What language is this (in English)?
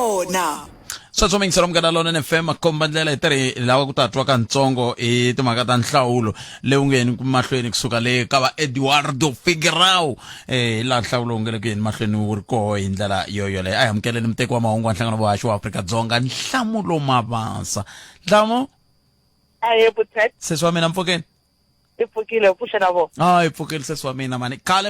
Tsonga